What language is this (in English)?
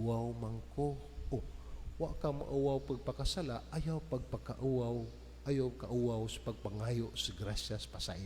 Cebuano